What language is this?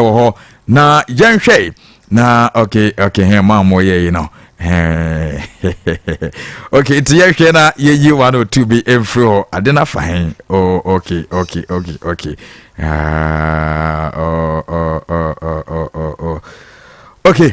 Akan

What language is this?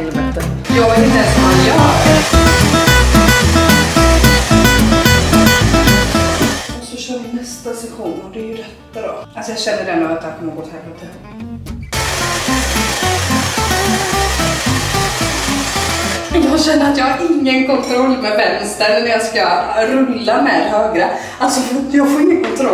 Swedish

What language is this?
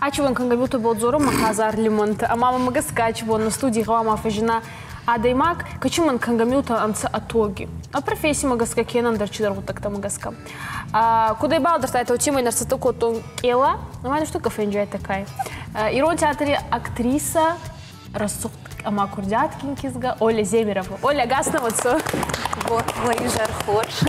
Ossetic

